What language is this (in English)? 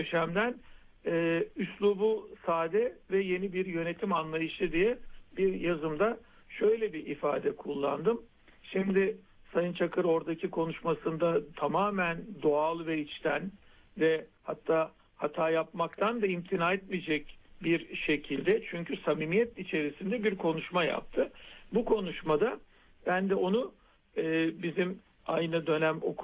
Turkish